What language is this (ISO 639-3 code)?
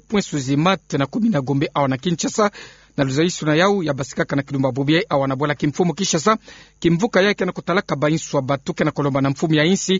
ktu